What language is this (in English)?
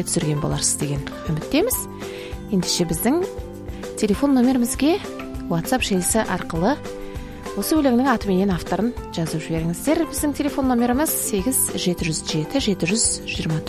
Kazakh